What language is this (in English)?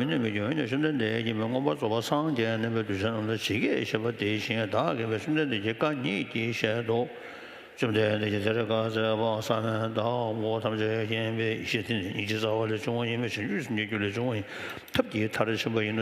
Tibetan